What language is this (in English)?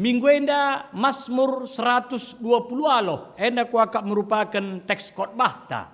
Batak Karo